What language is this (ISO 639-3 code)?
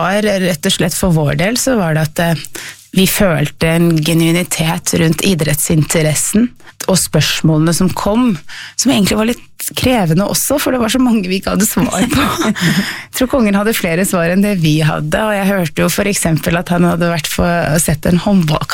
nor